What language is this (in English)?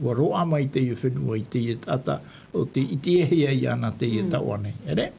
Tahitian